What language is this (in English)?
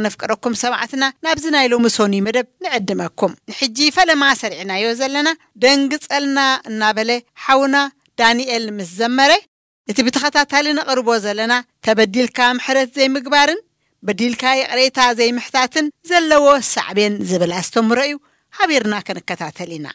Tigrinya